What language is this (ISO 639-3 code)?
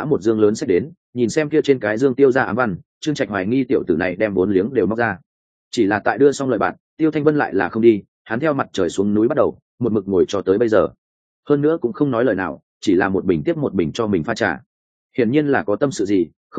vie